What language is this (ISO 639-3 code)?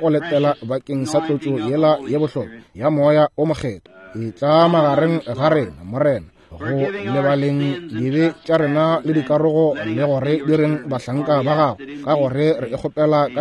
nso